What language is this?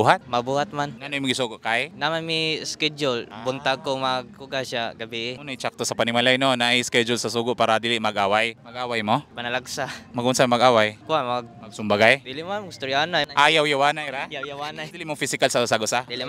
Cebuano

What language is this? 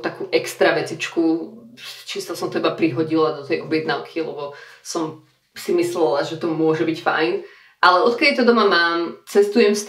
Slovak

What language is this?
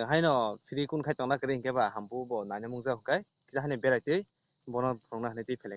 Kok Borok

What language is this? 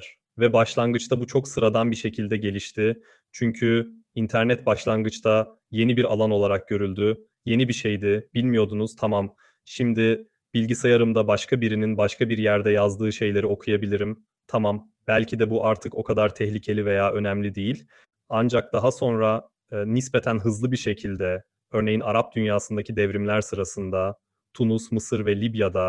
Turkish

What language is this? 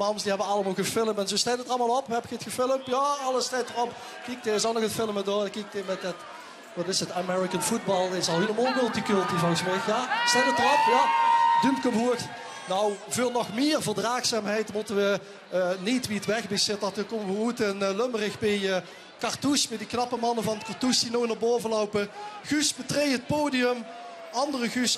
Limburgish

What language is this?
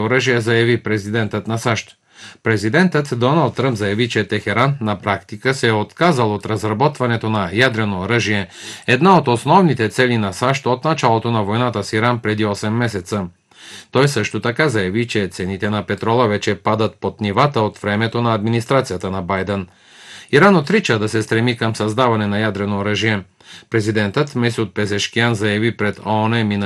Bulgarian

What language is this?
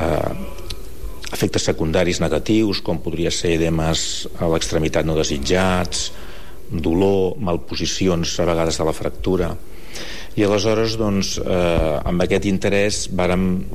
Catalan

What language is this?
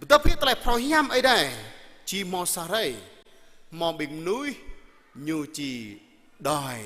Jarai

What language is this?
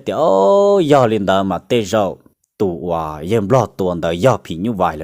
Hmong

